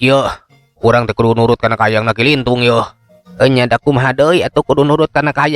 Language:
Sundanese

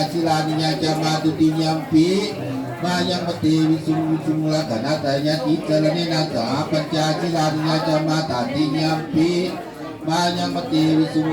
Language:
Pali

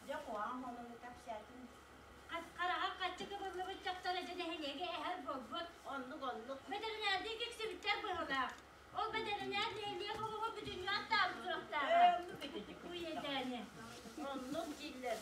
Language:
Yakut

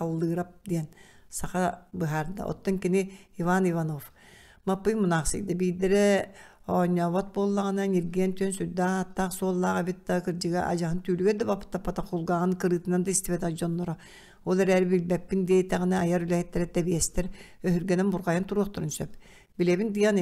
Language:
Yakut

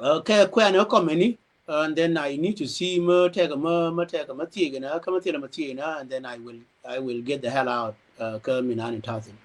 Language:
Nuer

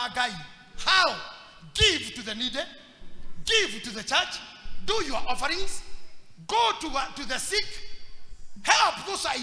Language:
Kikuyu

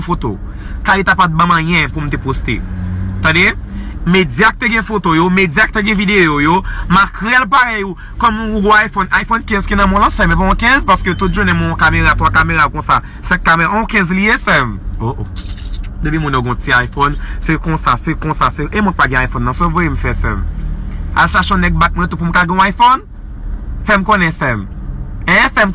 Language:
Haitian Creole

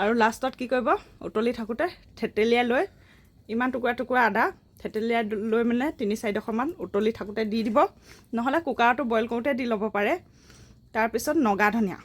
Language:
Assamese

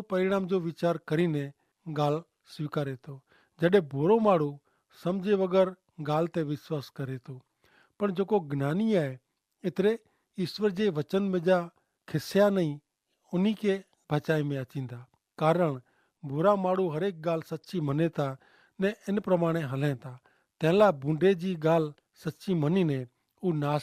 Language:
Kachhi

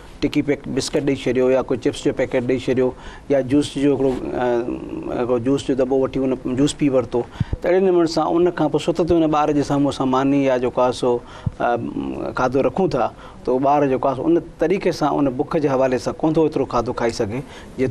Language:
Sindhi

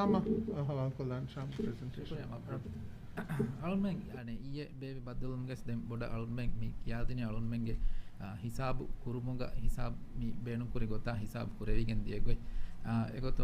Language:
Divehi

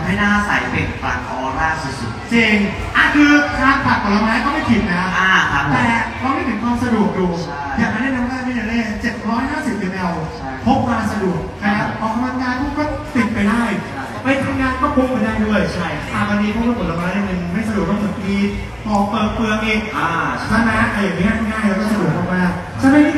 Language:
Thai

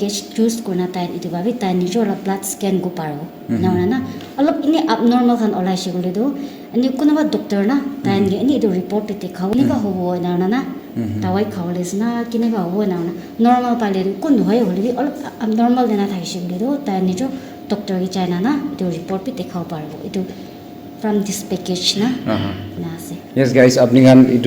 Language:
Naga Pidgin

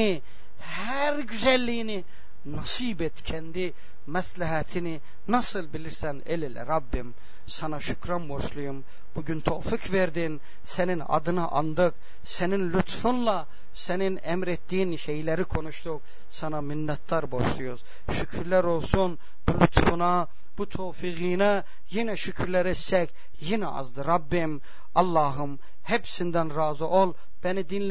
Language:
Turkish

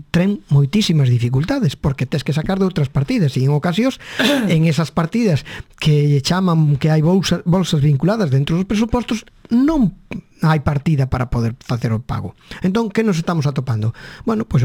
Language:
Galician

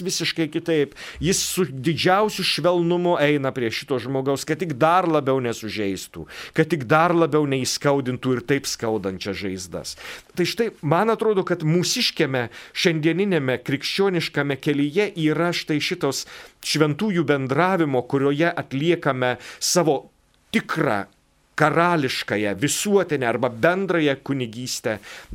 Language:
Lithuanian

